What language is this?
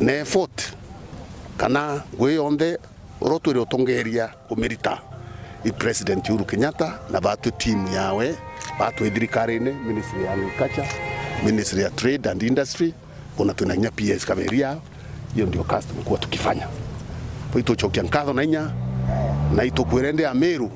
Meru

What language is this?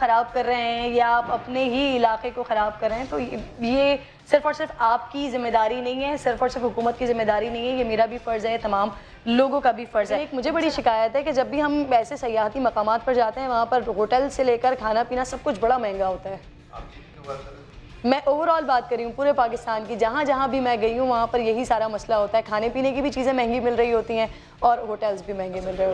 Urdu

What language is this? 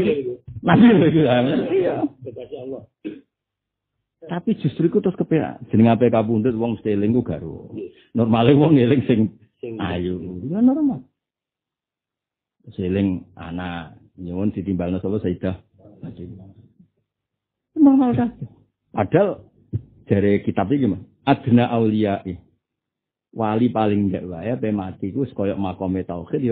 Javanese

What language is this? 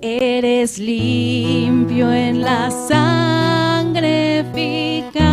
Aymara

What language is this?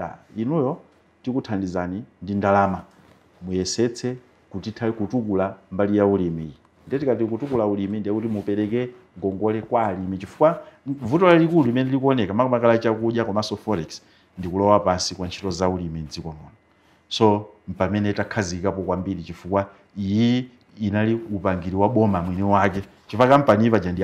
Nyanja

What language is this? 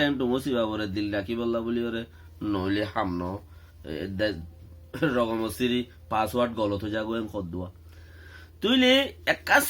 Rohingya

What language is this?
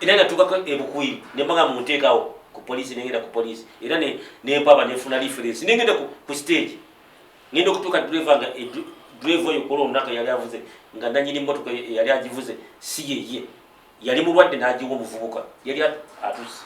Ganda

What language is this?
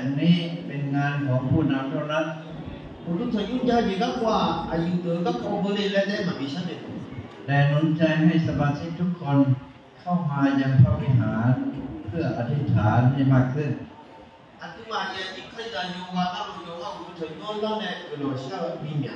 Akha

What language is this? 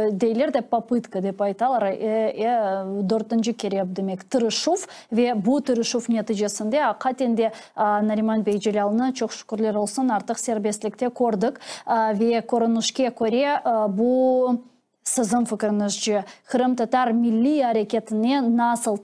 Crimean Tatar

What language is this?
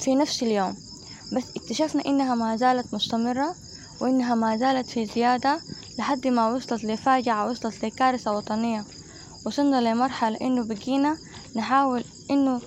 Sudanese Arabic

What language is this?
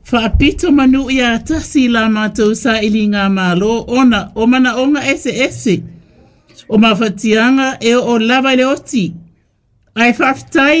Samoan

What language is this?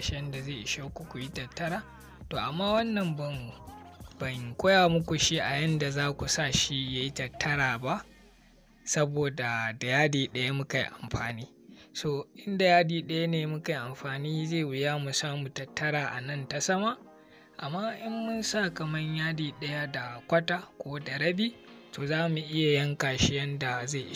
Hausa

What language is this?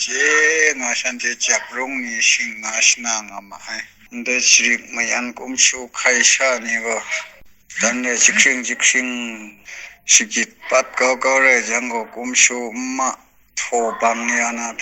Kachin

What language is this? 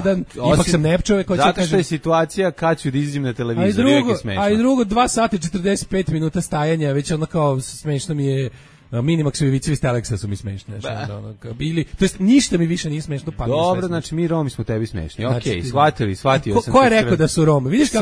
Serbian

